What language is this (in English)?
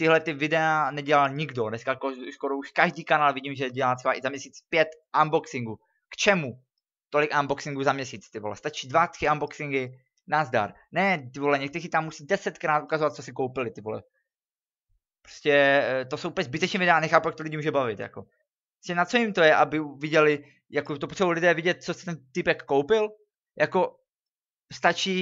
Czech